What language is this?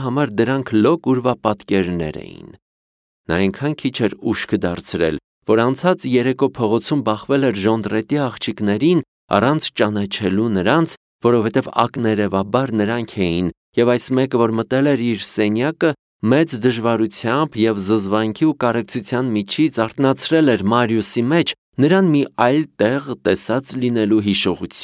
Armenian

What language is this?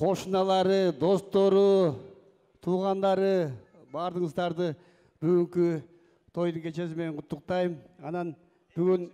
Kyrgyz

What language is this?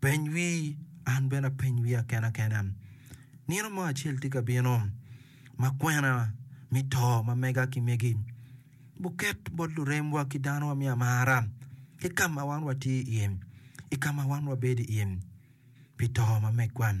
Acoli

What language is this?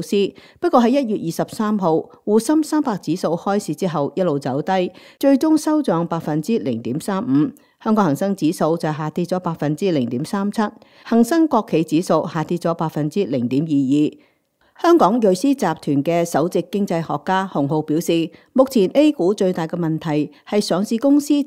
Cantonese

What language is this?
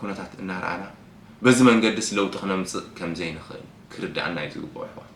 Tigrinya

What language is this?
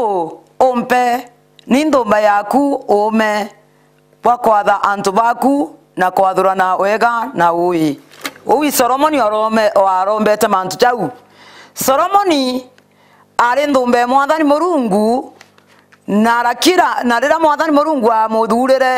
Meru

